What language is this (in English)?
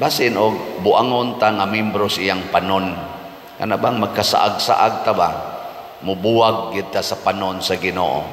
Cebuano